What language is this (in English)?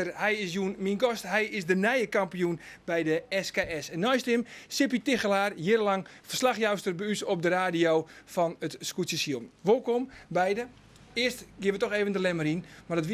Western Frisian